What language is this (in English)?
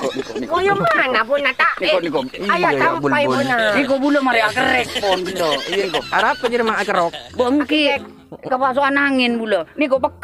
Madurese